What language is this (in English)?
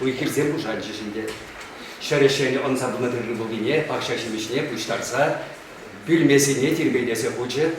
Chuvash